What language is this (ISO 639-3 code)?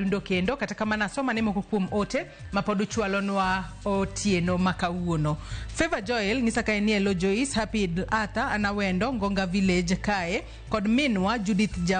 luo